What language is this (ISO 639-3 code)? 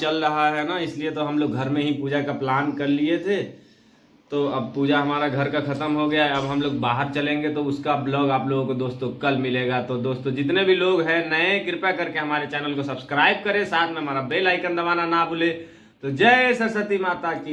bho